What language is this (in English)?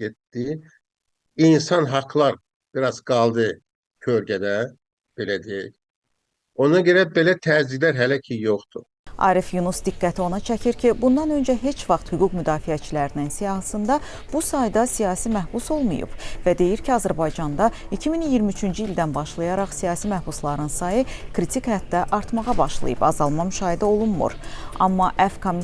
Azerbaijani